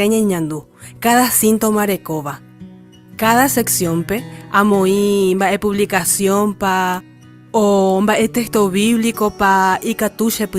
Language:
Guarani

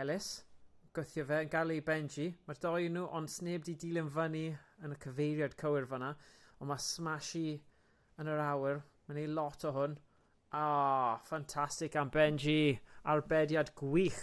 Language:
Welsh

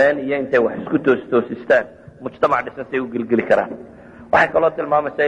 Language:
Somali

